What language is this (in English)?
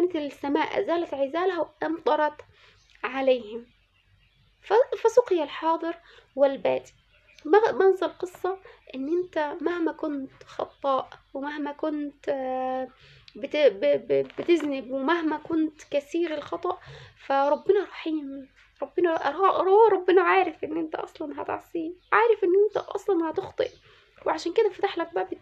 Egyptian Arabic